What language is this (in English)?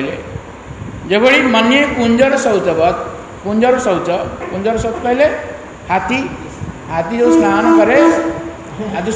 Odia